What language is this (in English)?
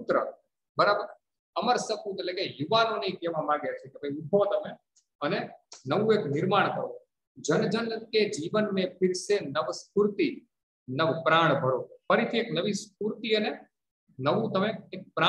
Gujarati